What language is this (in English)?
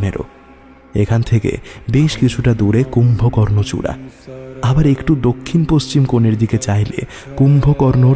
Bangla